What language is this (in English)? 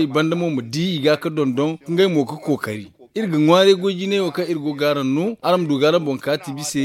Zarma